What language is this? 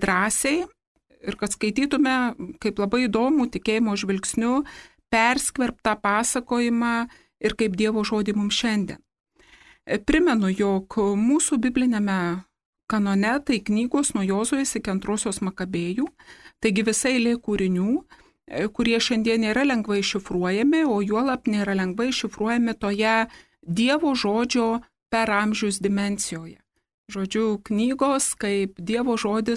Lithuanian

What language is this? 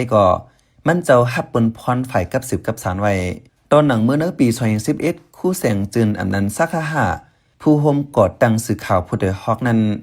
Shan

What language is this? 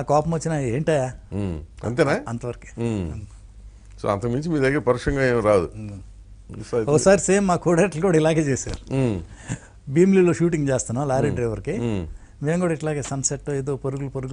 Telugu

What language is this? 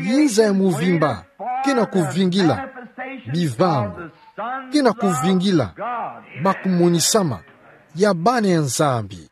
Kituba (Democratic Republic of Congo)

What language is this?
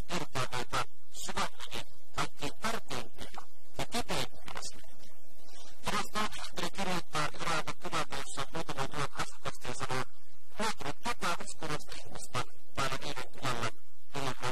Finnish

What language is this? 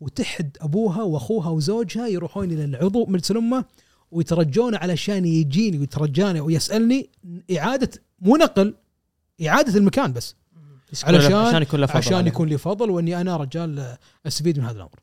Gulf Arabic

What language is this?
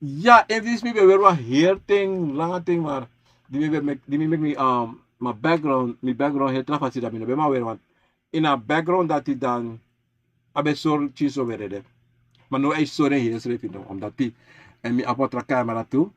Sranan Tongo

